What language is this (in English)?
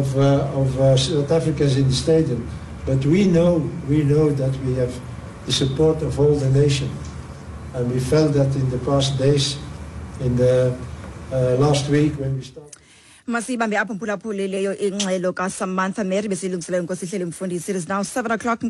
Xhosa